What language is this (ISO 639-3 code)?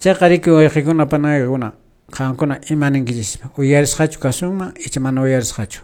que